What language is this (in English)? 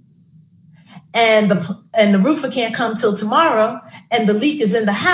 English